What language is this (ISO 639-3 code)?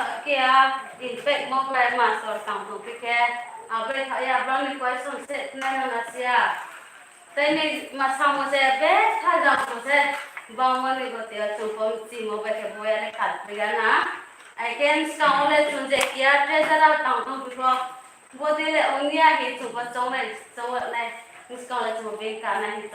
ria